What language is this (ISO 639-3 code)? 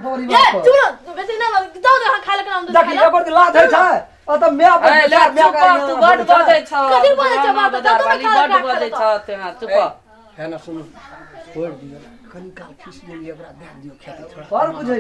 mai